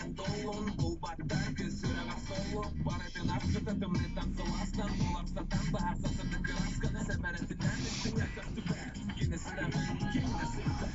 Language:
Yakut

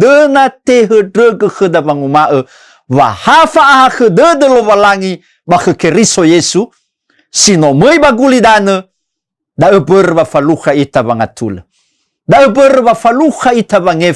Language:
Nias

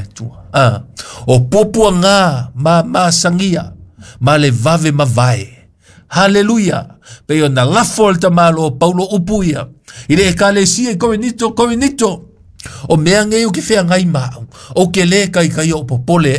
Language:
Samoan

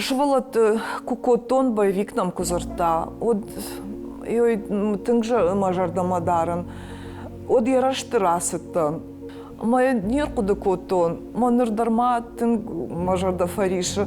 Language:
Ossetic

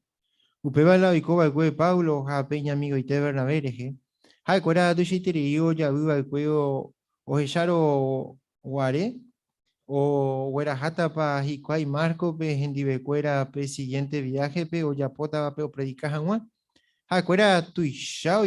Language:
Guarani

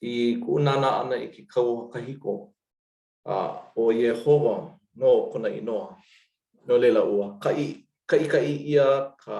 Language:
Hawaiian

